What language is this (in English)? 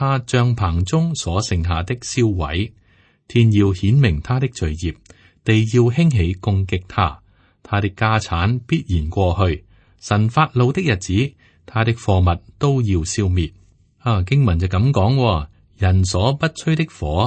Cantonese